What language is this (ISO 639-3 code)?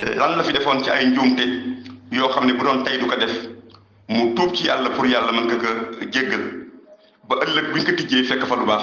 wol